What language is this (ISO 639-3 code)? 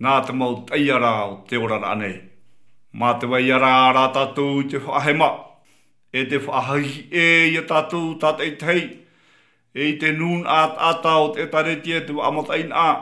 tah